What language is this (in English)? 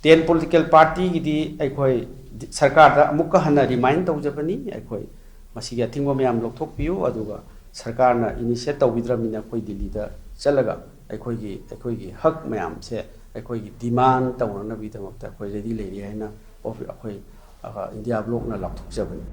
Manipuri